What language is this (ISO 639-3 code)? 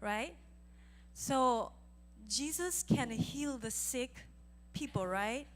ksw